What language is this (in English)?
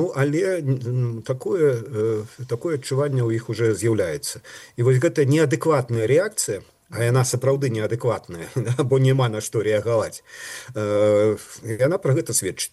Belarusian